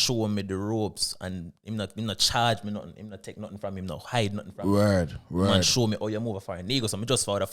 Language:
Jamaican Creole English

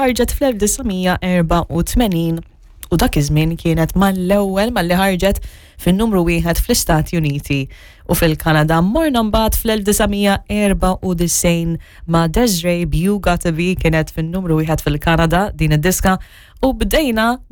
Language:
Maltese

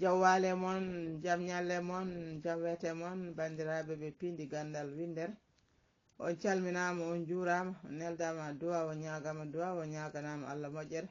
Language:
Fula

